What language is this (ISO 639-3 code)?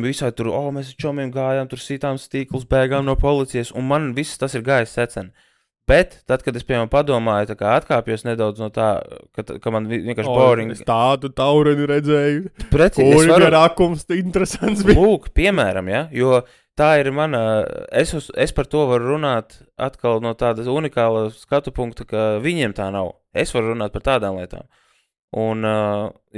lav